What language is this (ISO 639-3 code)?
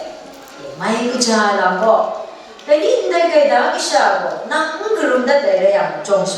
kac